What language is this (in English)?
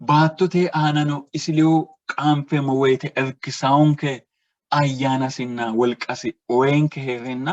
Sidamo